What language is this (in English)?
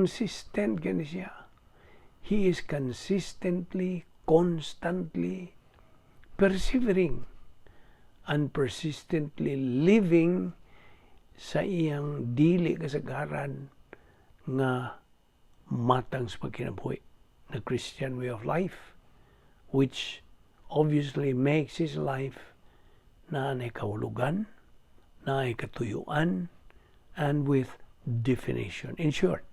Cebuano